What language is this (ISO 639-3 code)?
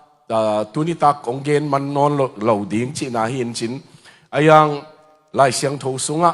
ctd